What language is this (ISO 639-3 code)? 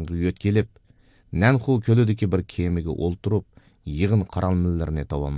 uig